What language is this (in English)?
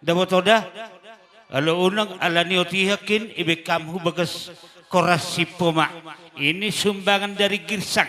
Batak Karo